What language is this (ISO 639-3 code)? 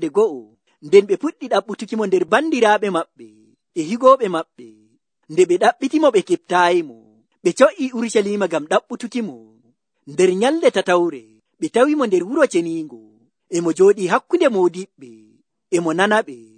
fuv